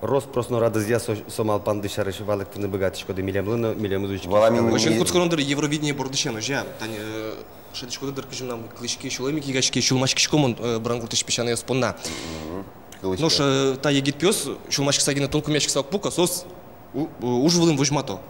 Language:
Udmurt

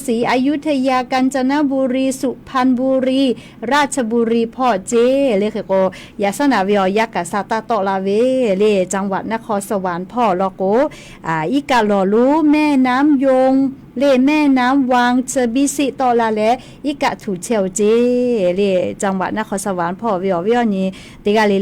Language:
Lahu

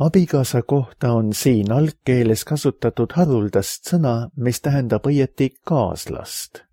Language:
Estonian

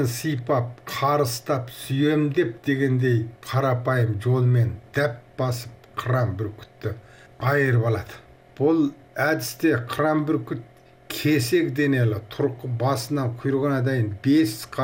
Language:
Kazakh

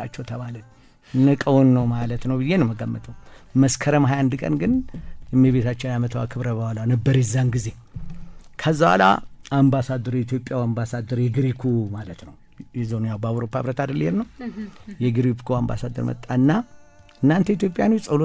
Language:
Amharic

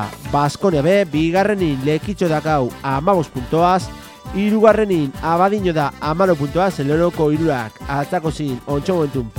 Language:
Basque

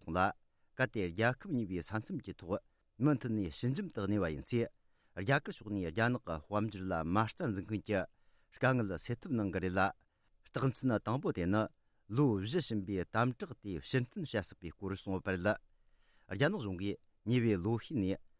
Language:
Tibetan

